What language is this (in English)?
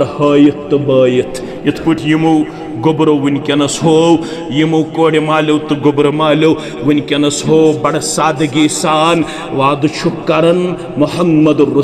Kashmiri